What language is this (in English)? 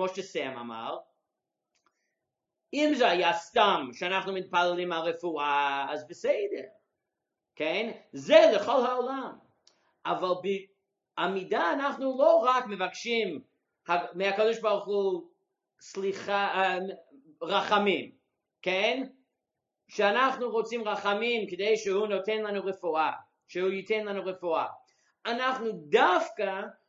Hebrew